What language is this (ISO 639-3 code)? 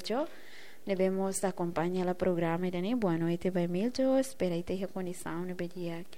tet